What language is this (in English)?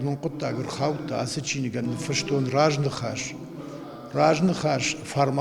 Ossetic